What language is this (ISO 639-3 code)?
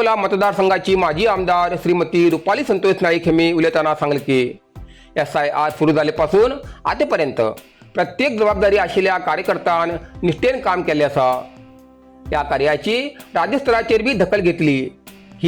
kok